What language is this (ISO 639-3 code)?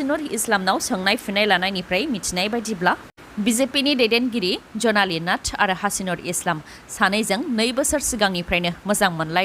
brx